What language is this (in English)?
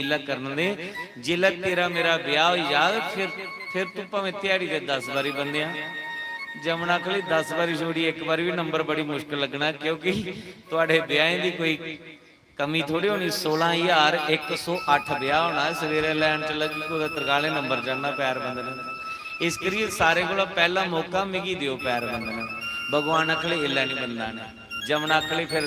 Dogri